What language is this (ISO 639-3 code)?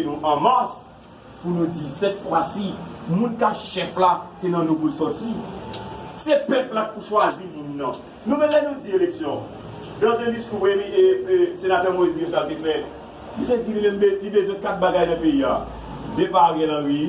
hat